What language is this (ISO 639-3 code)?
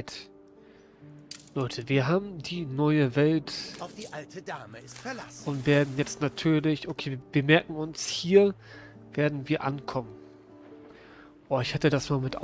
deu